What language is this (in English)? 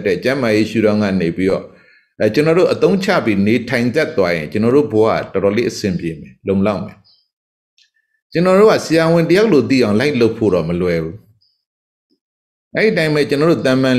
Burmese